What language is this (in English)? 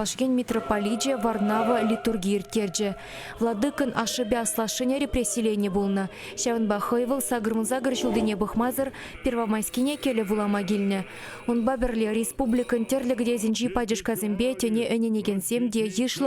Chuvash